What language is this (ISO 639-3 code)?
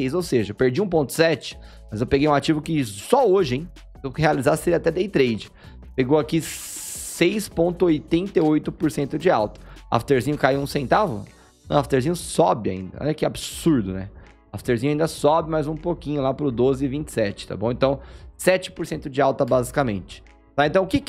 por